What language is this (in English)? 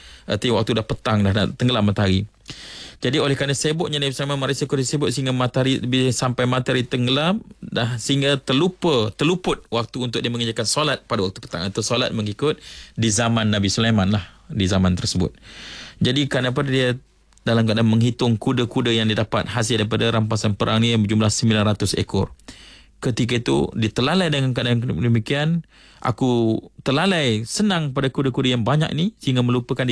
Malay